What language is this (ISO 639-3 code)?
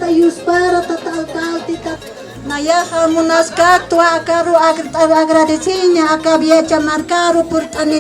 aym